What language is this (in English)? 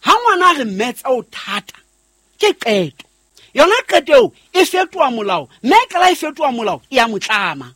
Southern Sotho